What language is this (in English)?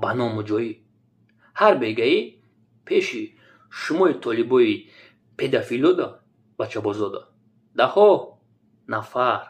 Tajik